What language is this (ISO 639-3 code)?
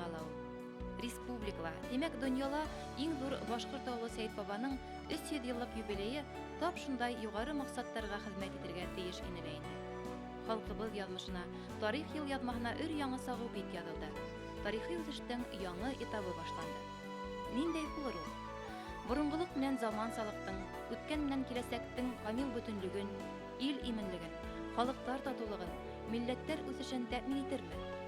bak